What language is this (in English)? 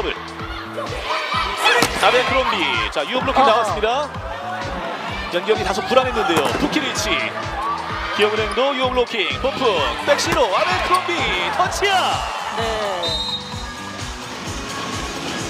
Korean